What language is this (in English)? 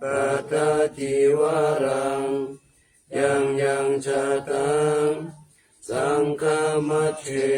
Pali